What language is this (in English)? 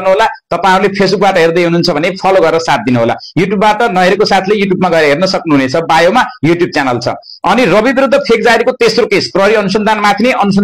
Nepali